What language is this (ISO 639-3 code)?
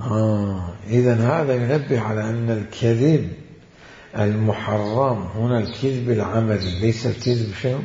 acm